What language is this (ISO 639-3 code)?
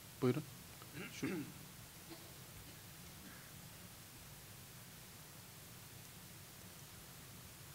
tur